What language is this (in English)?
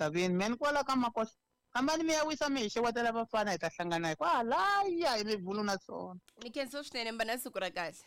Tsonga